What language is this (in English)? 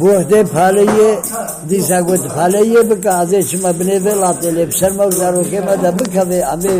Kurdish